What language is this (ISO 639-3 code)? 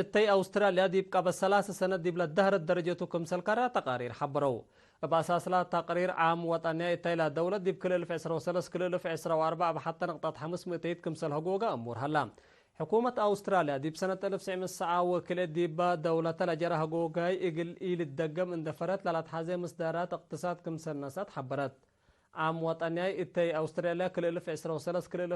tig